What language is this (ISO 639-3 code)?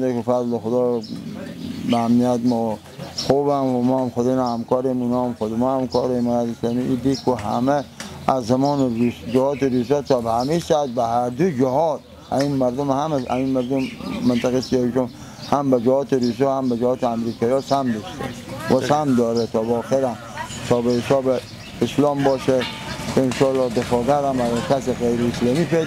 fas